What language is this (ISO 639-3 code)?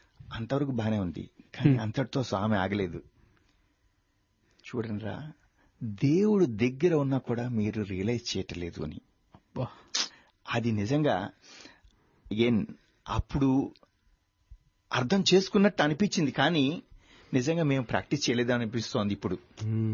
tel